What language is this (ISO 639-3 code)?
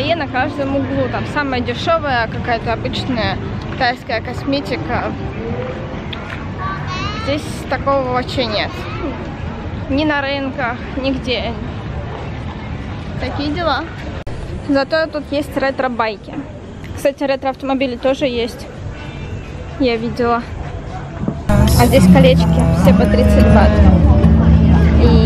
rus